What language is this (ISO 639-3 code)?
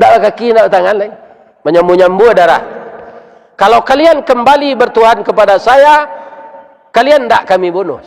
min